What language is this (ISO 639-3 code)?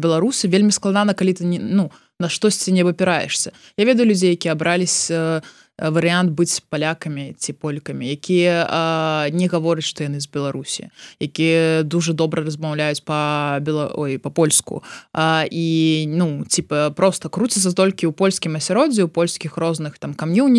bel